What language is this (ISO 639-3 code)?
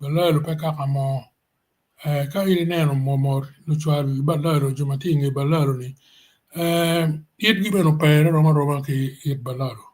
ach